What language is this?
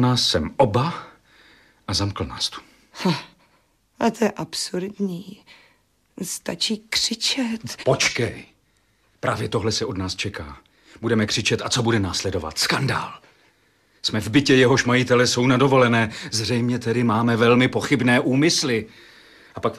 Czech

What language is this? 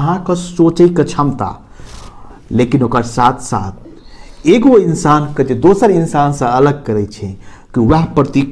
Maithili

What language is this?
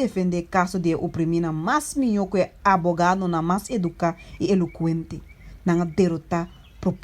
Papiamento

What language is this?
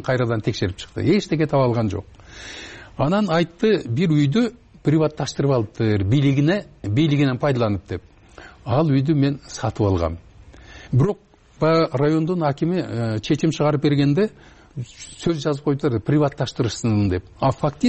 Kyrgyz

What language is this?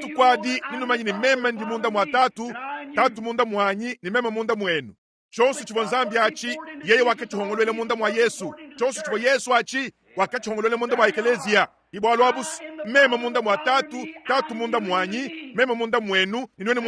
Luba-Lulua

